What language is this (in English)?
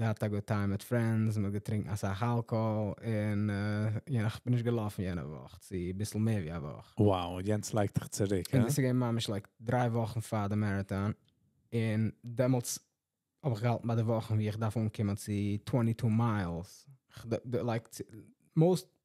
Yiddish